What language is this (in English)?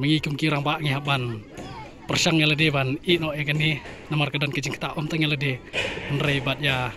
Khasi